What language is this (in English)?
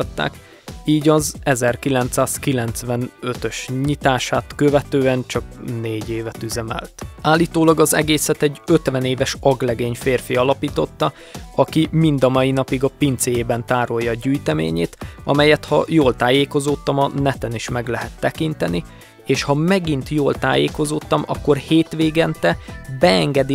Hungarian